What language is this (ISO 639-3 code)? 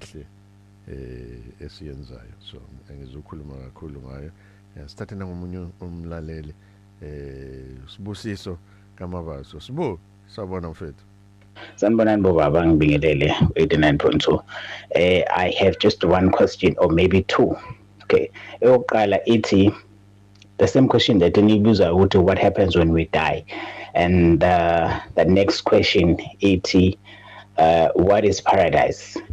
zul